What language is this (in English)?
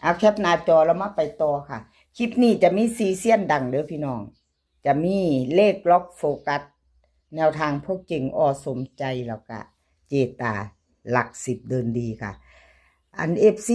Northeastern Thai